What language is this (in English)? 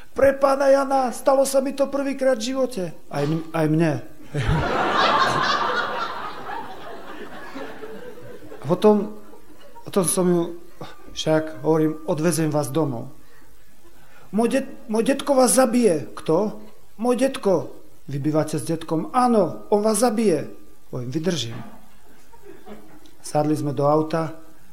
Slovak